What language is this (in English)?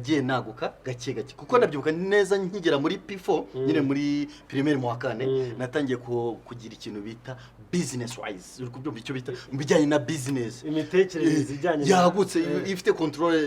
Kinyarwanda